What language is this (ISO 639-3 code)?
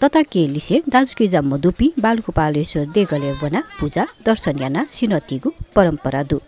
new